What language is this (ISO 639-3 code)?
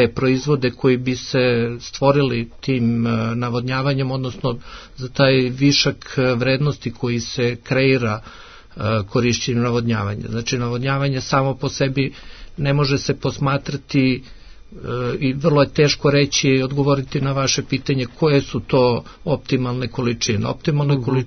srp